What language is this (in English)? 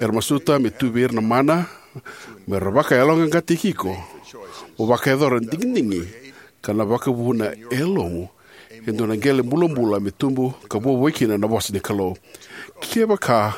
Fijian